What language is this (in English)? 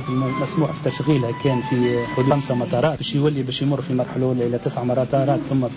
Tunisian Arabic